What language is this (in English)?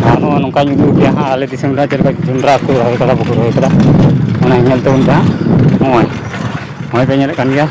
Santali